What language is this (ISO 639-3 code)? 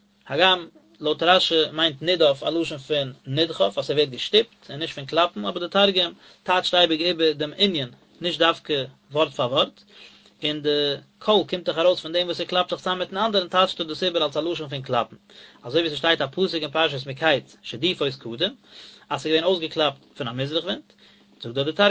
yid